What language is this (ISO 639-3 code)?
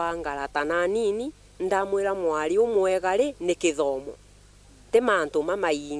mer